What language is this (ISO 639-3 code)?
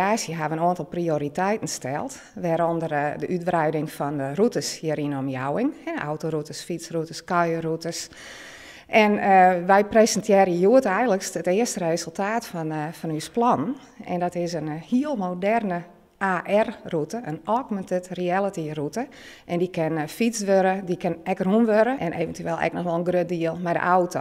fry